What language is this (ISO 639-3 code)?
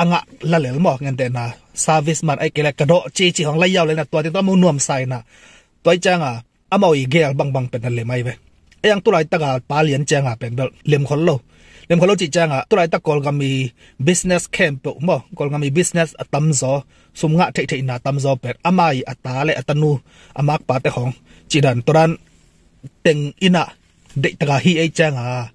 ctd